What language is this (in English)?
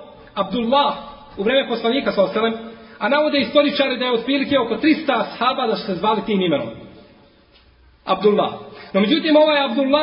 Bosnian